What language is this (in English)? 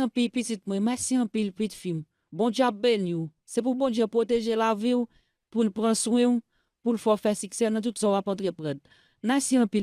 Haitian Creole